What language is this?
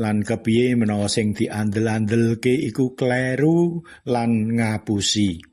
Javanese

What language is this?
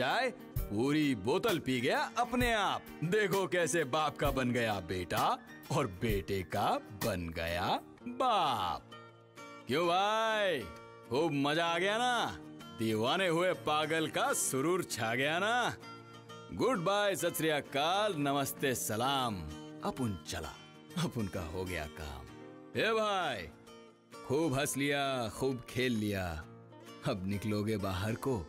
Hindi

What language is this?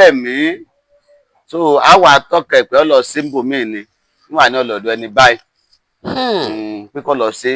Yoruba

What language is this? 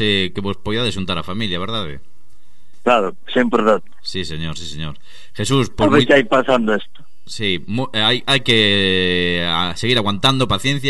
Galician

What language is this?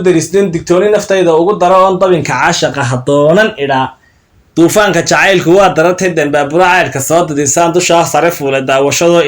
Somali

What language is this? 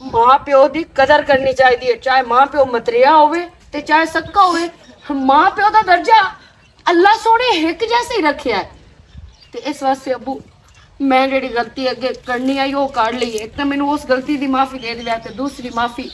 Western Panjabi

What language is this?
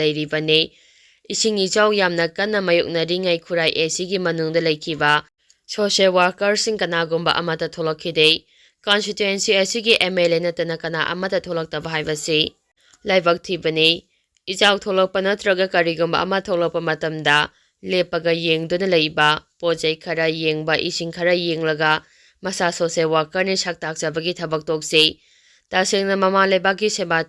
Manipuri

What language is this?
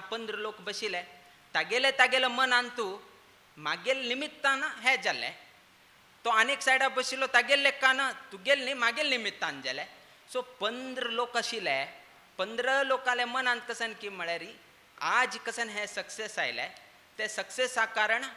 Konkani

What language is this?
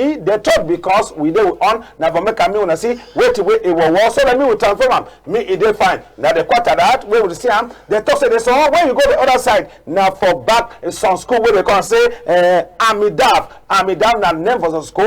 Cameroon Pidgin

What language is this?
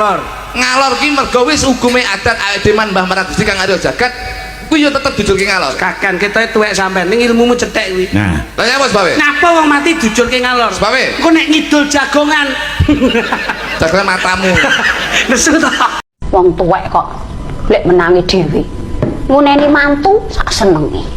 Javanese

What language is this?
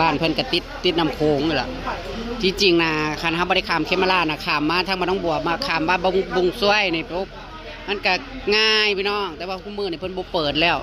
Northeastern Thai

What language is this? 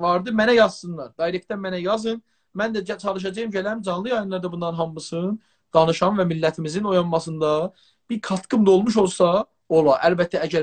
South Azerbaijani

